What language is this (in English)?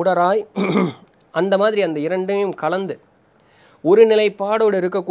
Tamil